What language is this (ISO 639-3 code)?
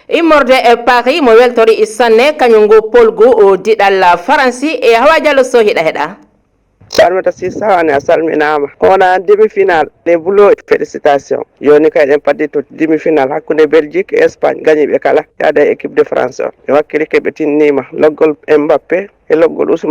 ful